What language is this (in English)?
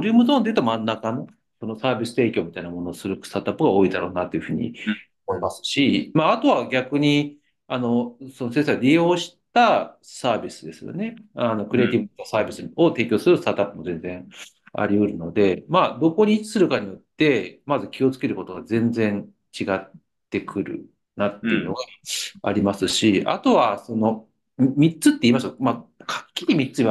Japanese